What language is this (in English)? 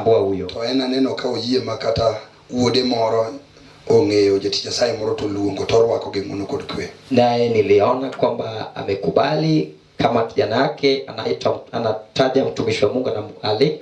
Luo (Kenya and Tanzania)